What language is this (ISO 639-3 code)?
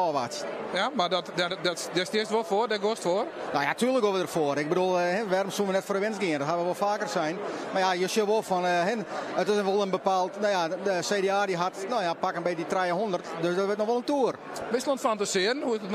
fry